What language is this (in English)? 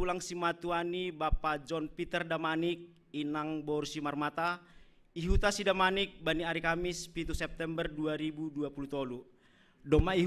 Batak Simalungun